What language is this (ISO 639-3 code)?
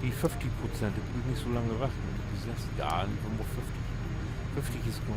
nds